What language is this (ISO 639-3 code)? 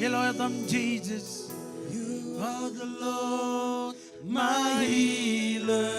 mah